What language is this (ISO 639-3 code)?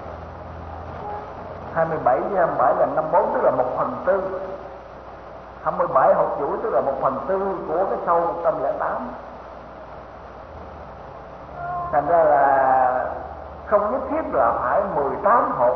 vie